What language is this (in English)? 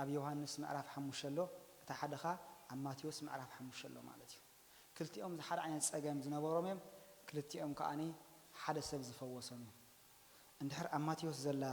Tigrinya